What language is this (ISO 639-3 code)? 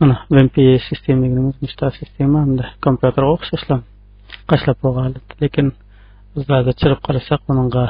uig